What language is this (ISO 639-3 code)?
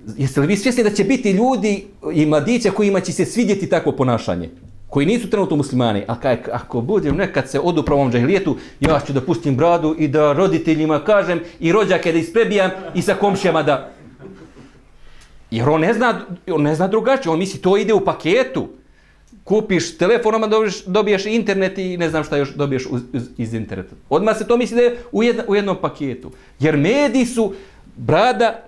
bos